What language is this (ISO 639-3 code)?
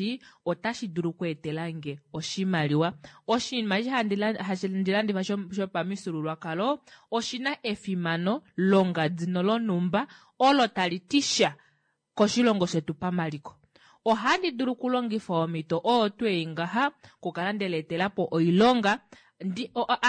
kua